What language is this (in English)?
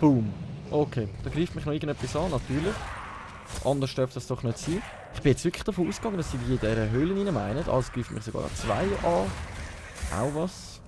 Swiss German